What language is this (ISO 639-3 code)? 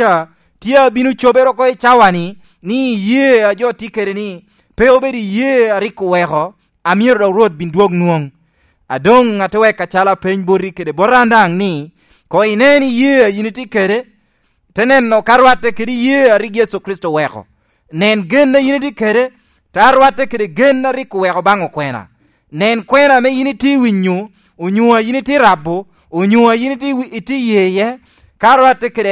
laj